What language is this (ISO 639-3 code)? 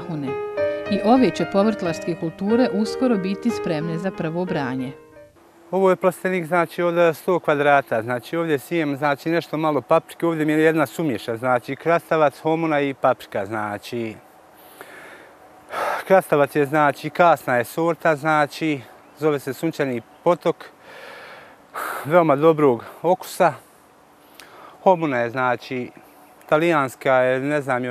bos